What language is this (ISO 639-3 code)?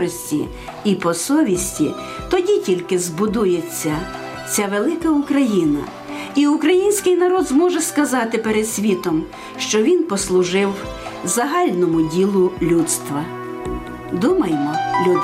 ukr